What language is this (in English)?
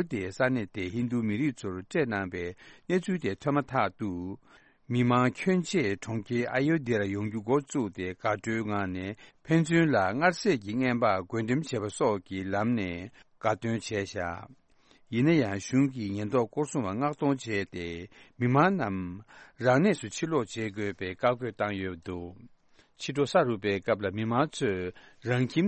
Tibetan